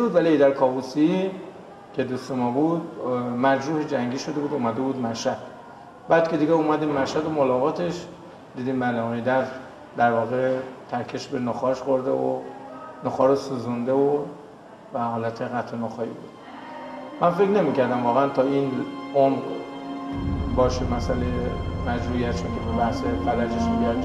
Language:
Persian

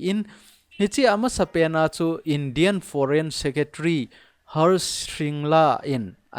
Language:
Thado Chin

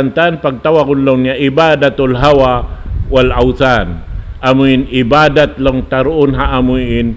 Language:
Tausug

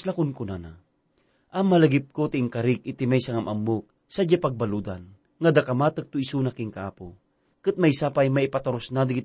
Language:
Iloko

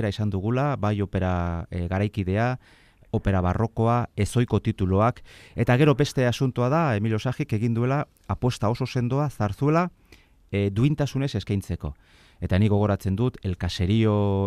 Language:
Basque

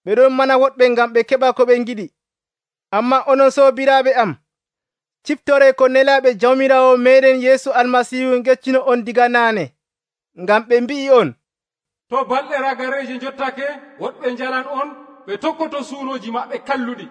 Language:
Nigerian Fulfulde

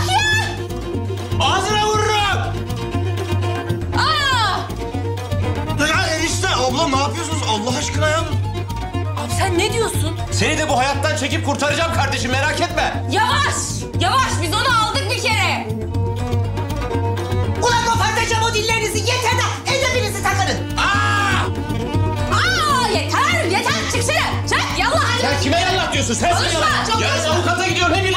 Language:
Turkish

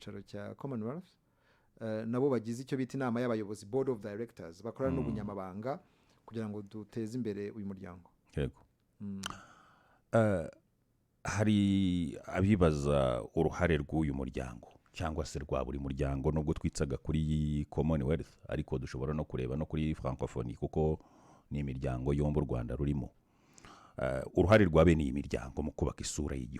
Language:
Kinyarwanda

